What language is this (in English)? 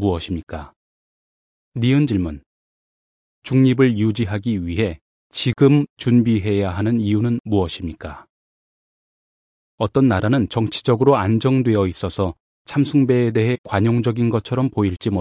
Korean